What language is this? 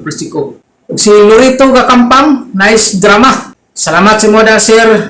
Cebuano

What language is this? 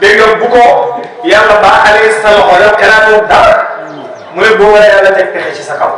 Wolof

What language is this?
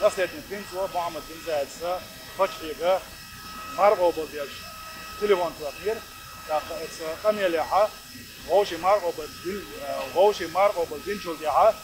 Chechen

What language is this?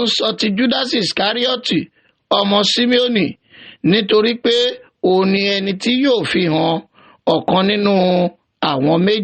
Yoruba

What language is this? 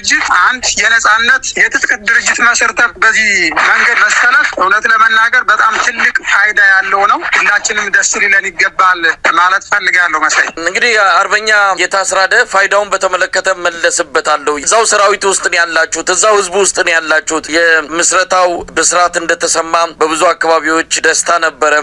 Amharic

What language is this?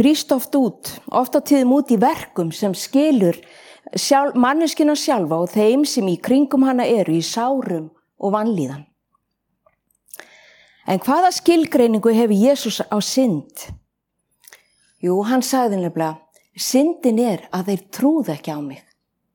Icelandic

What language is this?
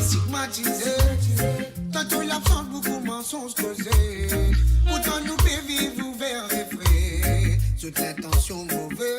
Morisyen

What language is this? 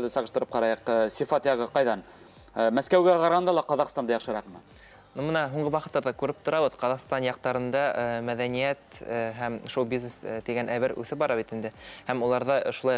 Bashkir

